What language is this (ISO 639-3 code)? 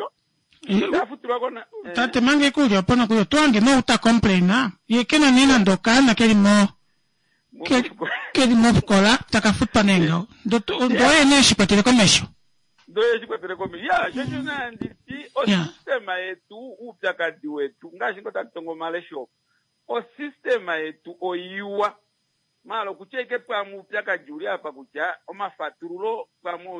kua